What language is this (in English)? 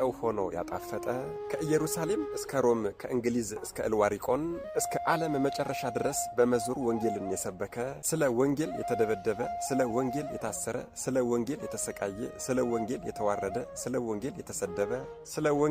Amharic